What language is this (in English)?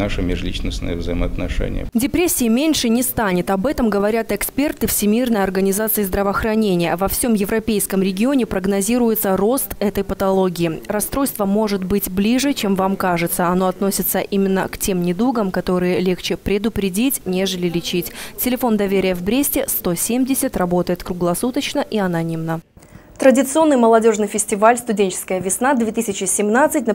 Russian